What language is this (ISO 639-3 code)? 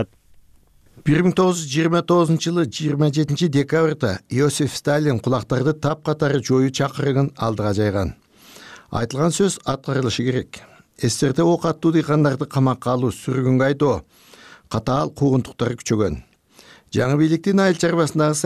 kir